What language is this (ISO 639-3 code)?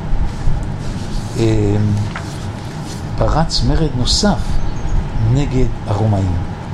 heb